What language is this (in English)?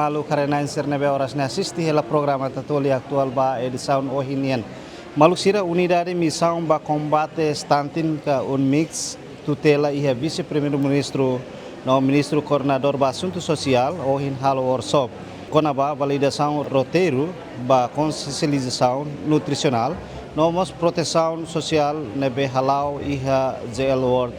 Tetum